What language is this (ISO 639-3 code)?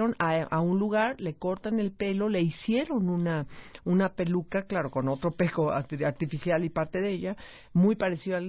spa